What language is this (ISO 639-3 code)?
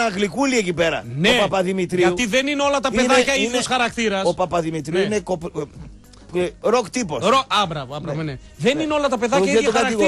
ell